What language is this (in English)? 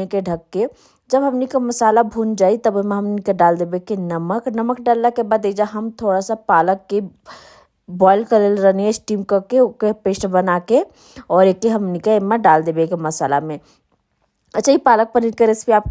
Bhojpuri